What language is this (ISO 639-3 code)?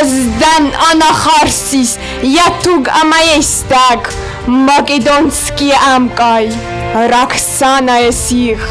oss